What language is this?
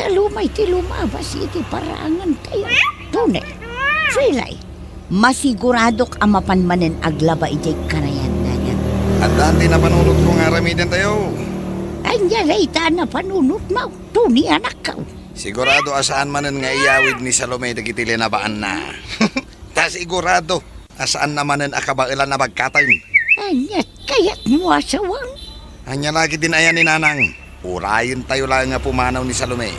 Iloko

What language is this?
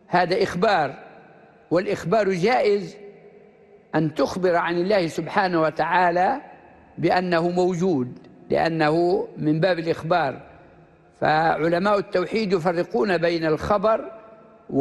Arabic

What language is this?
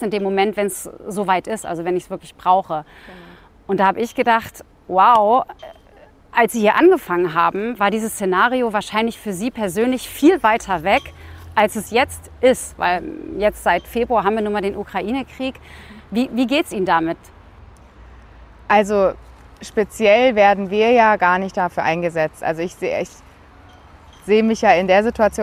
German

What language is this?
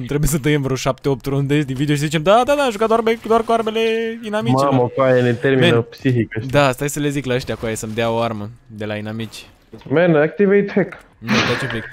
Romanian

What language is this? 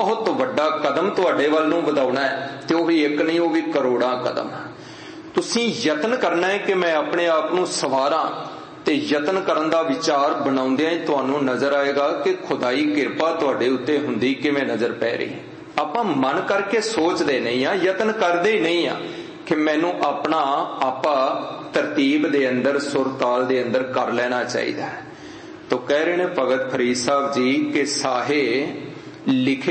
Punjabi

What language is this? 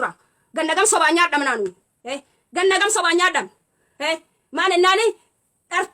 Oromo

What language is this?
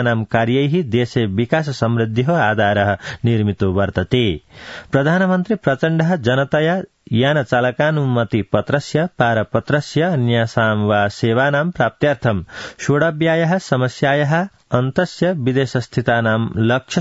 Sanskrit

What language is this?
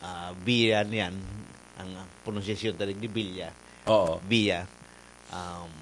Bikol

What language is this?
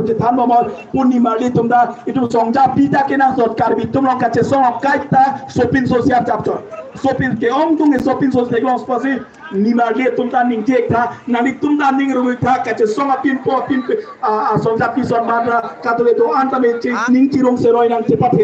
Karbi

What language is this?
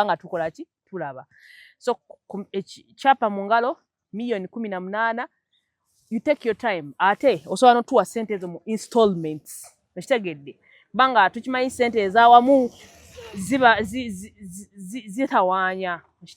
Ganda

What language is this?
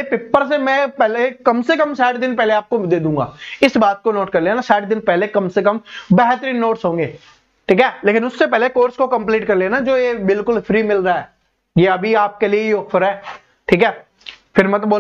Hindi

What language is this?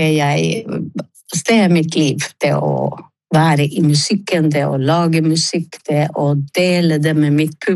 Norwegian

